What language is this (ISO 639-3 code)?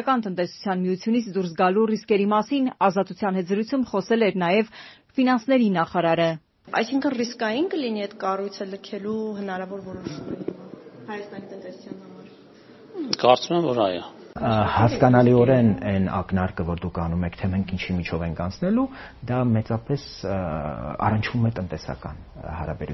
hye